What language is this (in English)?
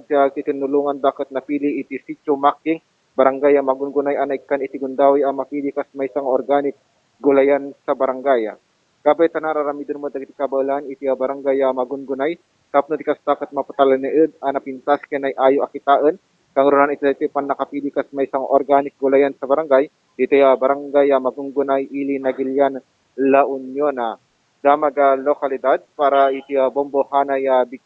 Iloko